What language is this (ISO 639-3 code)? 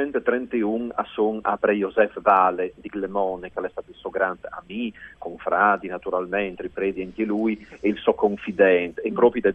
fur